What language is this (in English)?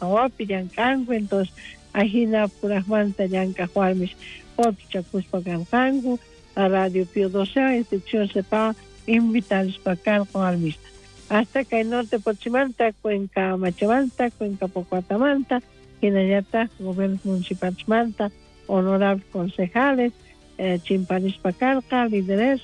South Bolivian Quechua